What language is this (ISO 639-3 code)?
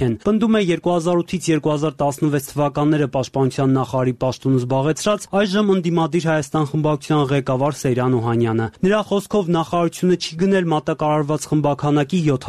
hye